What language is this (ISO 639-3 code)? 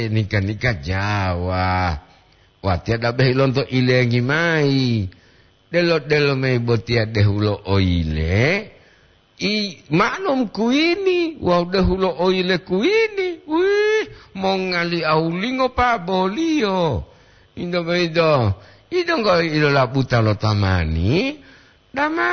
gor